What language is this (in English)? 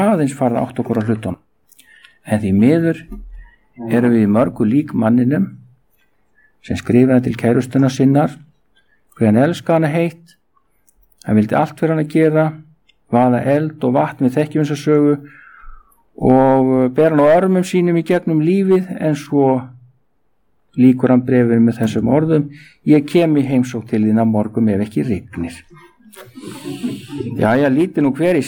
Icelandic